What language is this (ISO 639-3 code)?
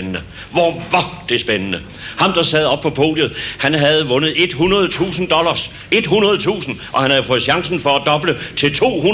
dan